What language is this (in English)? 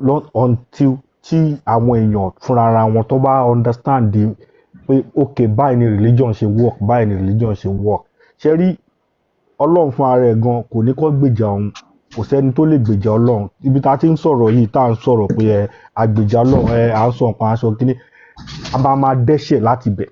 Yoruba